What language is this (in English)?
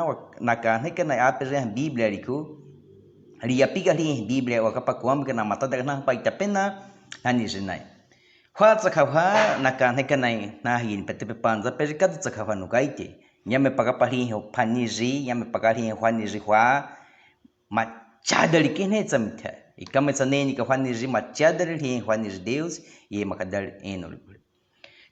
Baniwa